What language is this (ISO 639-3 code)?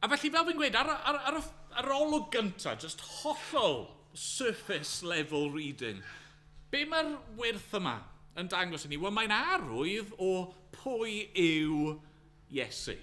cym